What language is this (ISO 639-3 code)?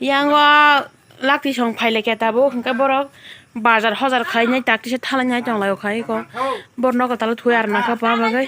trp